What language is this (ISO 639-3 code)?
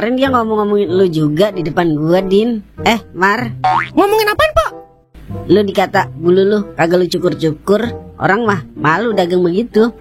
bew